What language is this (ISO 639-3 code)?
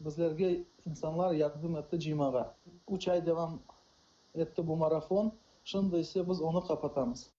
crh